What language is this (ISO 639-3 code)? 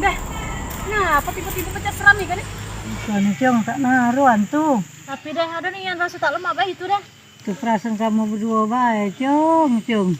mui